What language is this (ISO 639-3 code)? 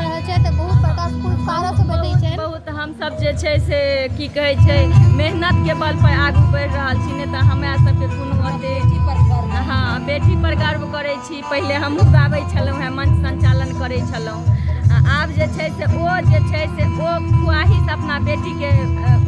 mai